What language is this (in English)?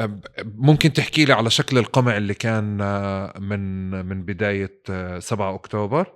North Levantine Arabic